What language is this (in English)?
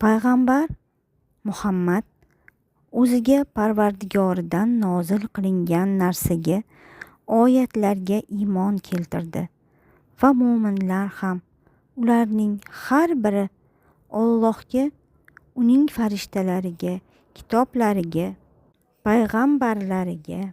Uzbek